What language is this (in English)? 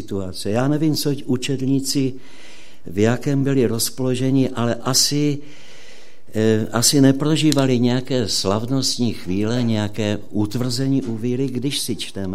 Czech